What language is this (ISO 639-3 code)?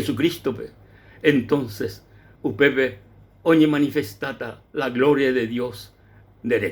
grn